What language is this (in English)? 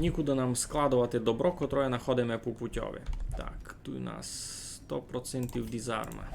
Rusyn